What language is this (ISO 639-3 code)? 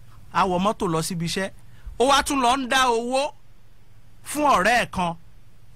yor